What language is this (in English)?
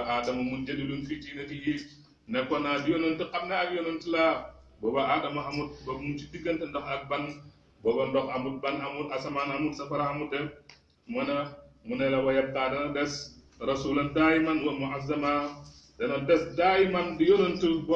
Wolof